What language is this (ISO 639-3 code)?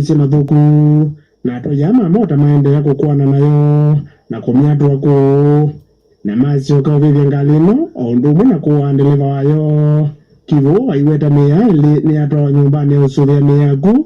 kam